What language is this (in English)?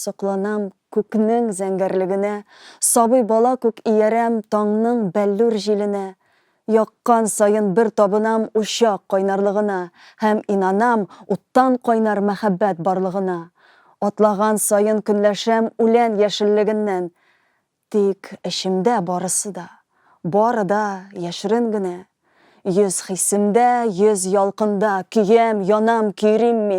Tatar